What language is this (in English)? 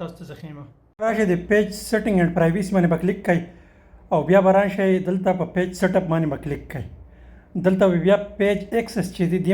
Pashto